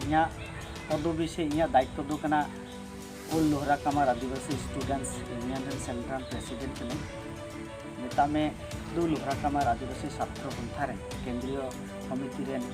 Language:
Santali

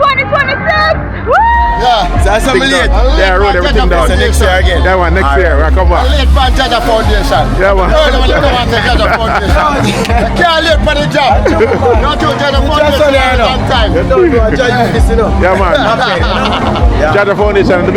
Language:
Jamaican Creole English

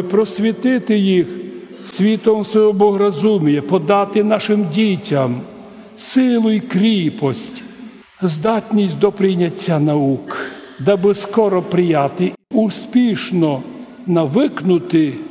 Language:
Rusyn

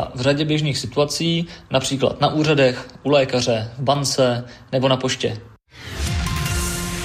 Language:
Czech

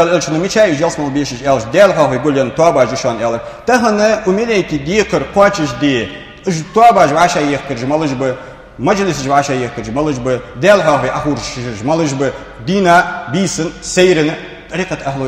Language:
Ingush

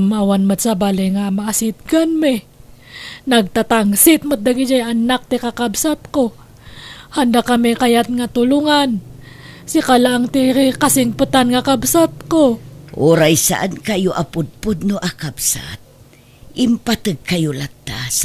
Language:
Iloko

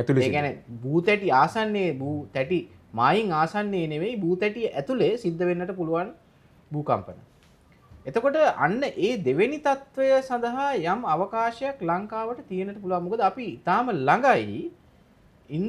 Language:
Sinhala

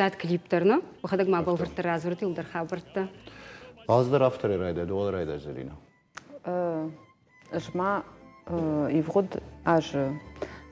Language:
Ossetic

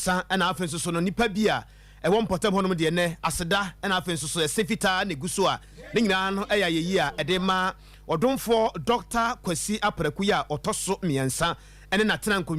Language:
Akan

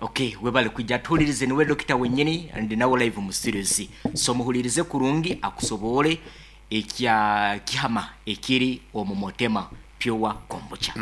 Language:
Nyankole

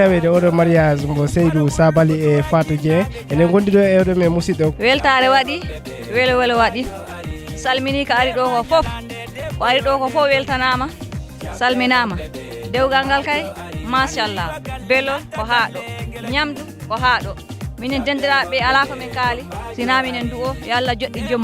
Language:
Fula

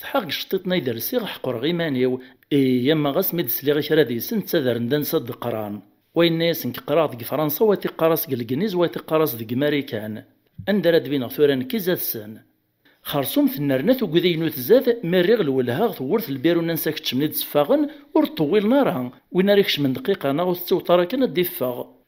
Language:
Kabyle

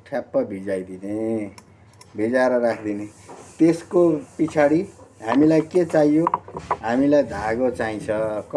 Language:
Nepali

